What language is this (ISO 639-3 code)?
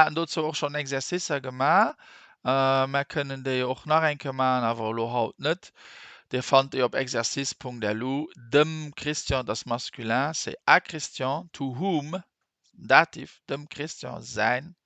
ltz